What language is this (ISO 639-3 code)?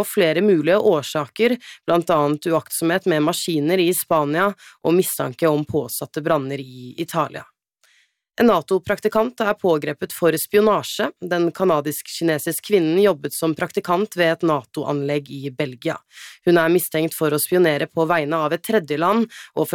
nor